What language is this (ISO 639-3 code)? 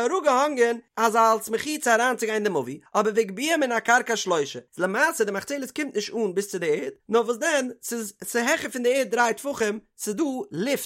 yid